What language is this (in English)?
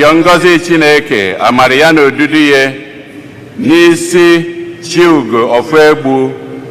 Igbo